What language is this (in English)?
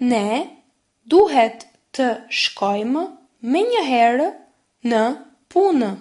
Albanian